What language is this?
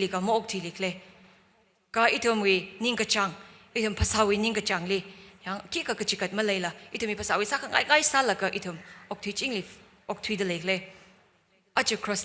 Tangkhul Naga (India)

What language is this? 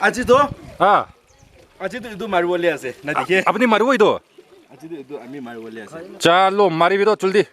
Naga Pidgin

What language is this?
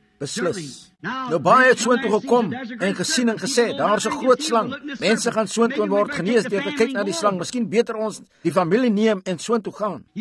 Afrikaans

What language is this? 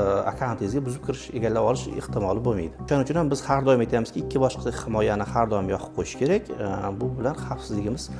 Uzbek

